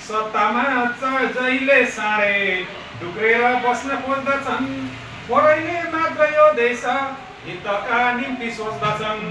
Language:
Nepali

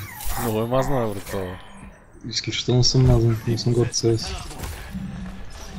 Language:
Bulgarian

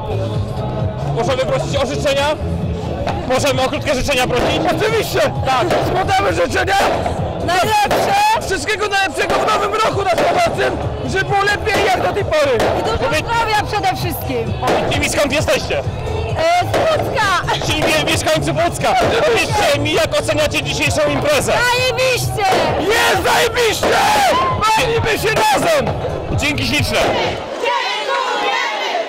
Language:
Polish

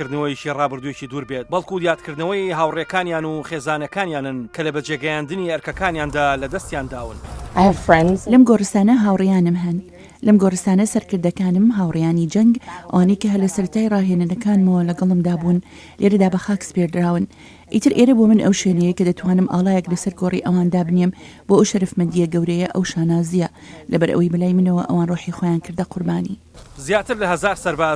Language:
Central Kurdish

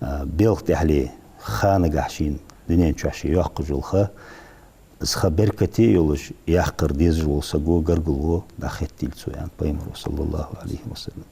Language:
Ingush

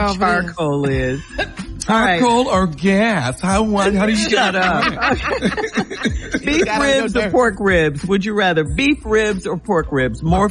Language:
English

